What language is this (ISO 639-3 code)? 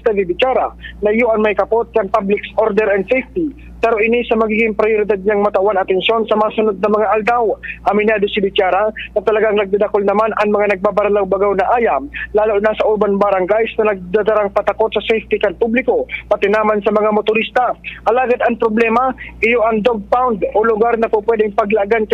bik